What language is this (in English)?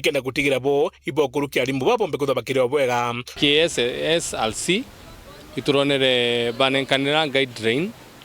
Meru